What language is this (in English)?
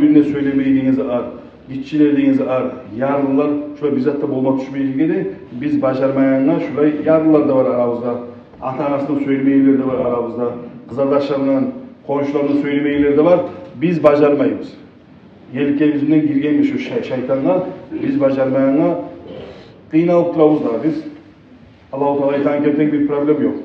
Kumyk